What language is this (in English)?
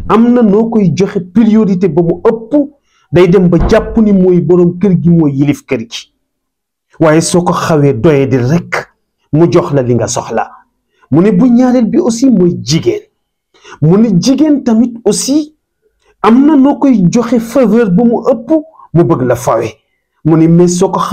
Wolof